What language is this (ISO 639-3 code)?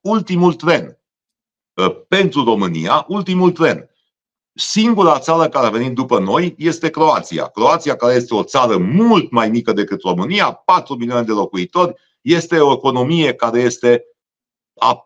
ron